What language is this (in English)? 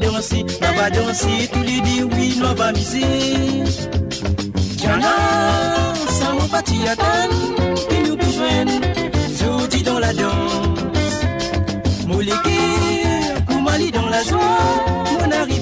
Morisyen